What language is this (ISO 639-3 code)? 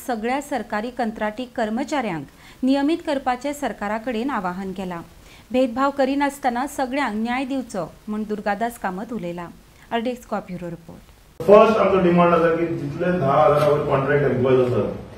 kok